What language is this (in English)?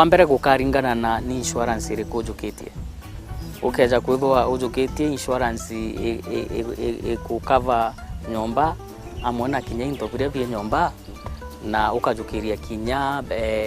Meru